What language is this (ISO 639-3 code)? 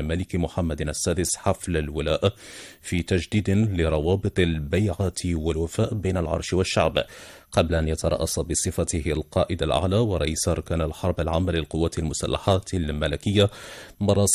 ara